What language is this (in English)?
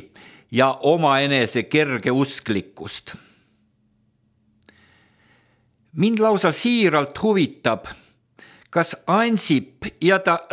Estonian